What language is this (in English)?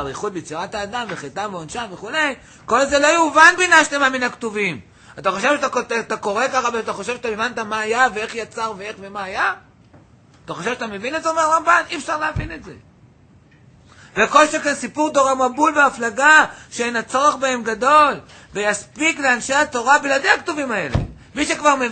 Hebrew